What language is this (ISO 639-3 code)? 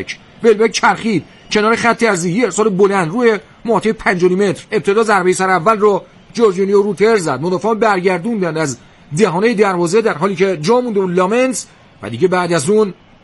fas